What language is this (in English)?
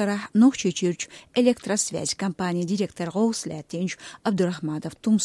Chechen